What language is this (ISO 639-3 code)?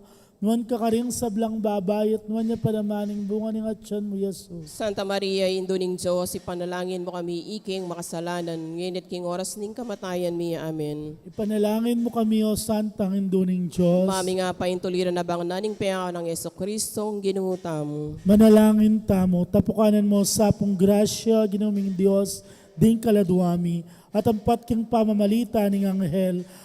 pam